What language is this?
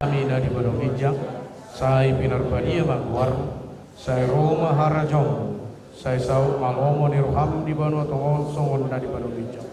Batak Toba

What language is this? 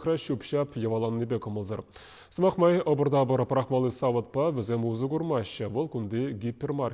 Chuvash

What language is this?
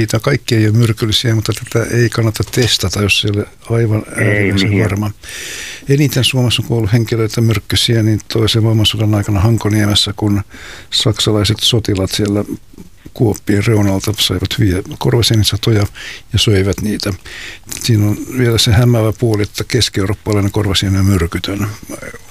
Finnish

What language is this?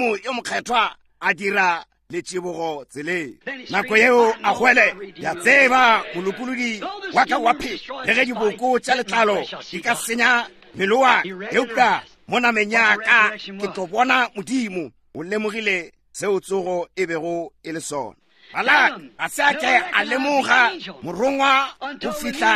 Northern Sotho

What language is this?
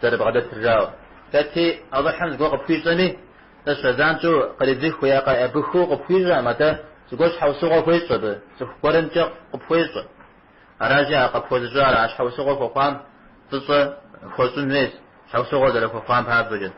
Kabardian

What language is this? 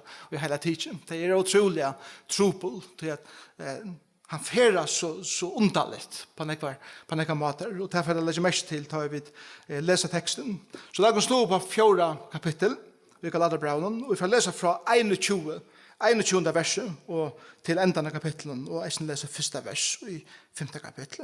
Faroese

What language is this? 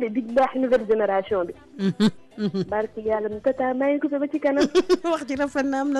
Wolof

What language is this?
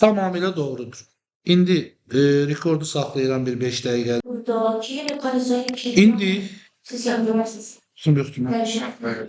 Azerbaijani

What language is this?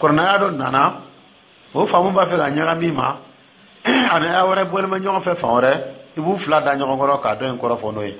Dyula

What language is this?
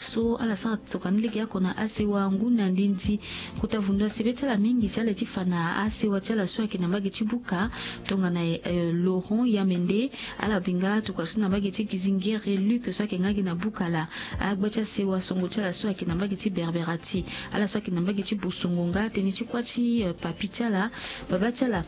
Sango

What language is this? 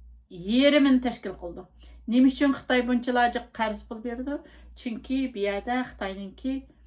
Uyghur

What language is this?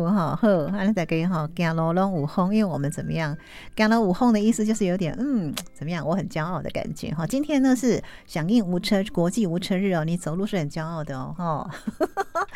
Chinese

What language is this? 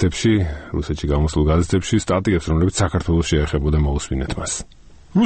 Georgian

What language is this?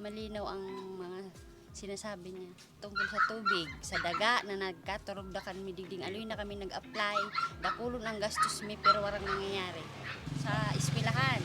Bikol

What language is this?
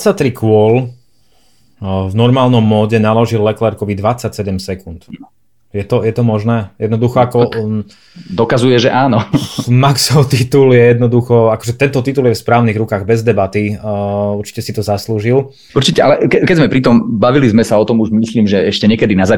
Slovak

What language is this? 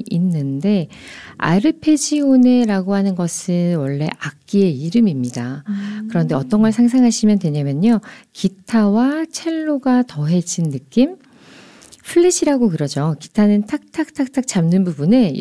Korean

